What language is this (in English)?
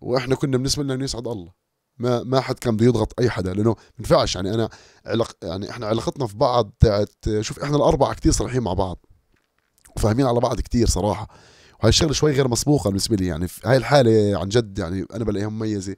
North Levantine Arabic